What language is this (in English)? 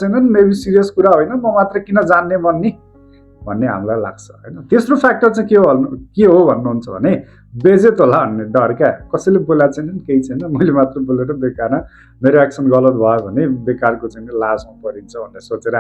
Nepali